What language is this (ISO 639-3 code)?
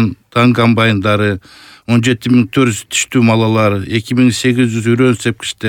kir